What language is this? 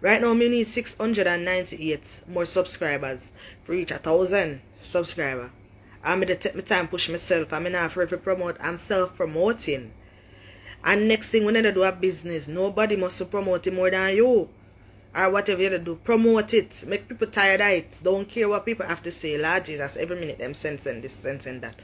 Jamaican Creole English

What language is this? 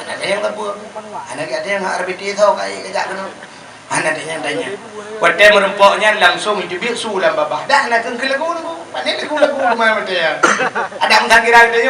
Achinese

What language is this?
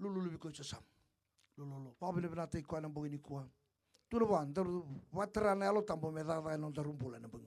Fijian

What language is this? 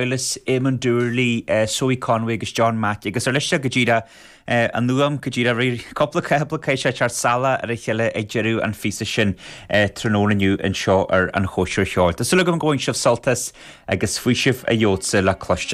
Irish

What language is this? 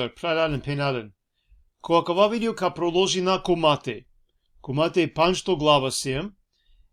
Balkan Romani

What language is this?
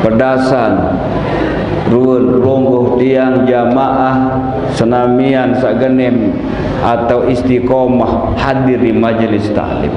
Sasak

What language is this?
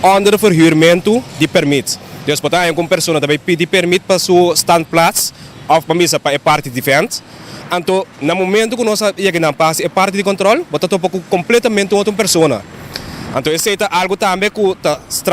Papiamento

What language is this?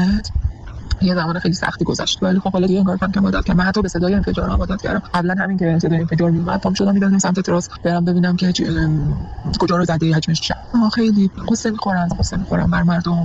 Persian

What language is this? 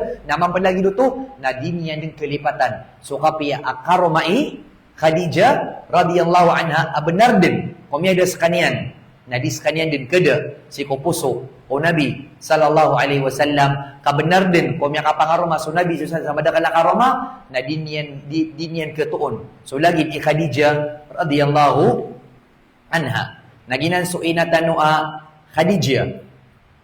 Maranao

